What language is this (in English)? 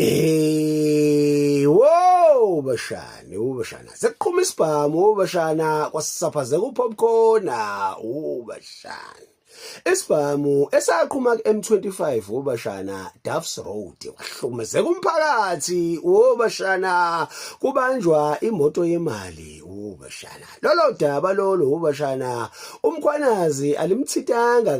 Zulu